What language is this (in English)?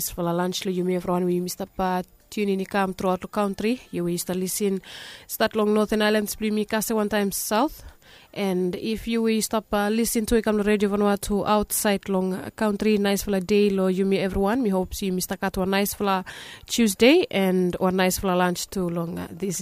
Bislama